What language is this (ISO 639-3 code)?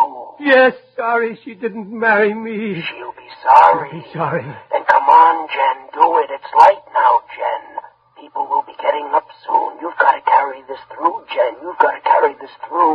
eng